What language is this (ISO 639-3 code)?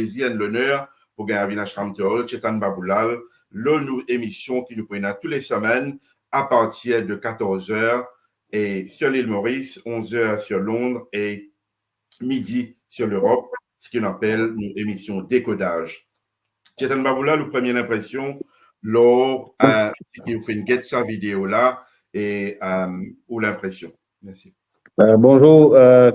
mfe